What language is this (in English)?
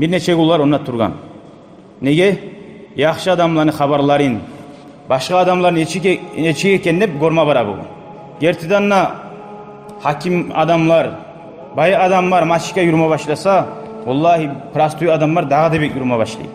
Kumyk